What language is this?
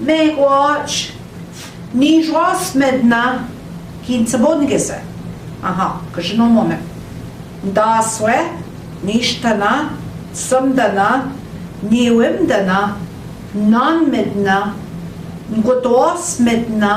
Central Ojibwa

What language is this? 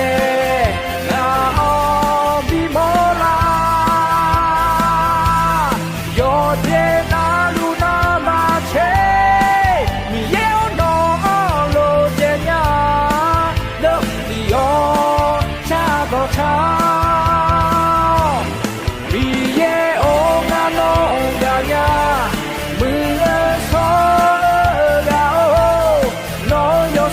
Akha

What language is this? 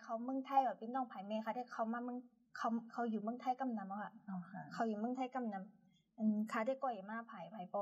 Shan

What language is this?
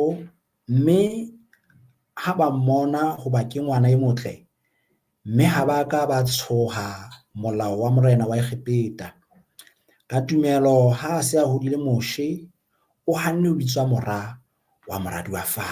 Southern Sotho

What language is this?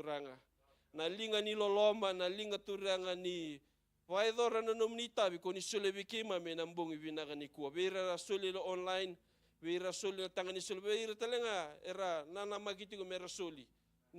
Fijian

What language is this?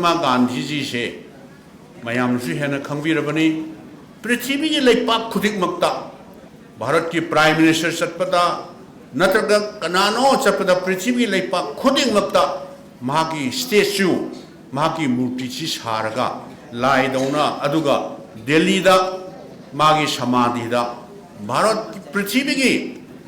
Manipuri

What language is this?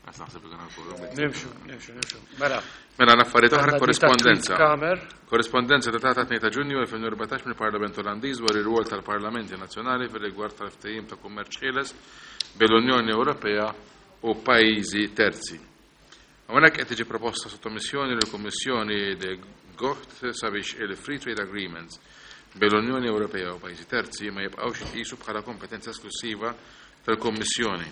Maltese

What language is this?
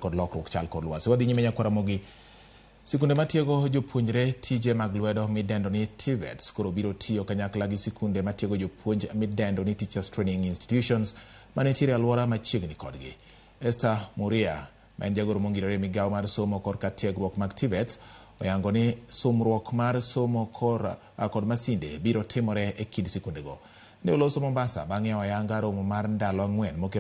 Luo (Kenya and Tanzania)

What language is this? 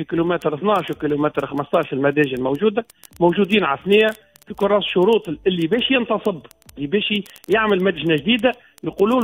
Tunisian Arabic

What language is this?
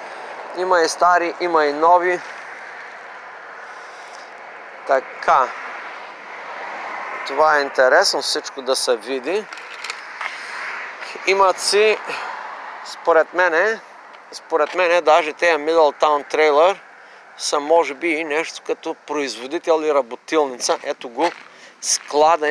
Bulgarian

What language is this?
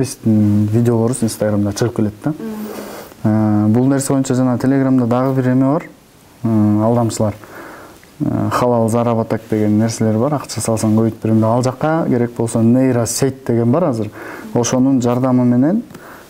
Kyrgyz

